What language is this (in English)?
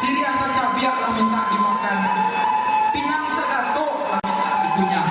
Minangkabau